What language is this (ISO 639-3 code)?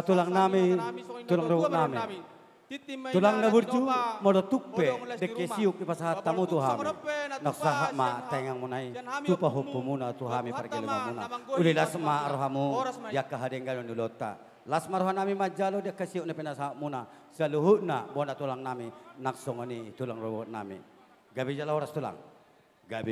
bbc